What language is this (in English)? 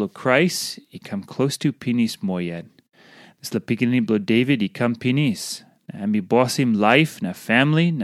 Tok Pisin